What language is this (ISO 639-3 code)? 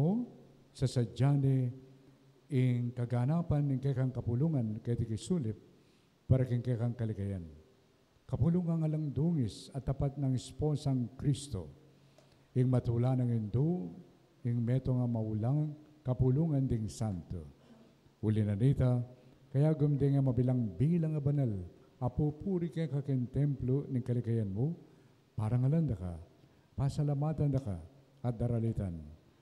pam